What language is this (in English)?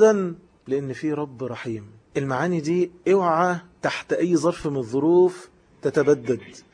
Egyptian Arabic